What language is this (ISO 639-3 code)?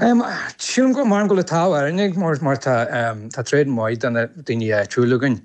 gle